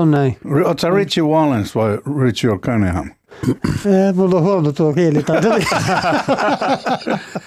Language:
Finnish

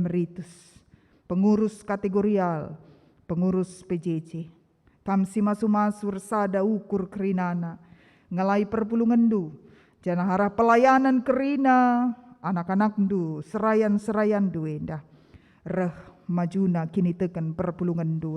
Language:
Batak Karo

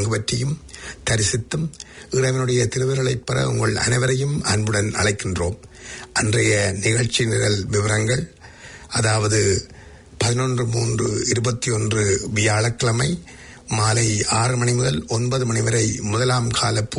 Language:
Tamil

